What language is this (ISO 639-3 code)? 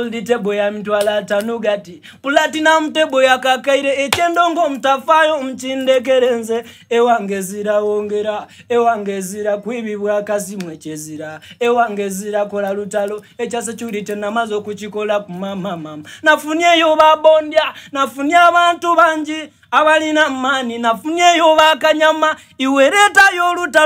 xog